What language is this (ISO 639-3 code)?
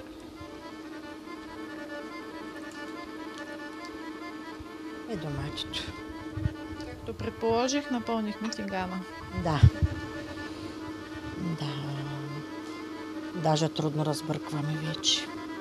bul